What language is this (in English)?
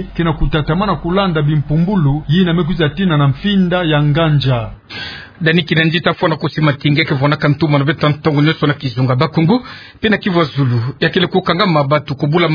Kituba (Democratic Republic of Congo)